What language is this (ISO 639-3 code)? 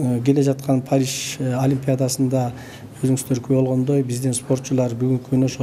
kir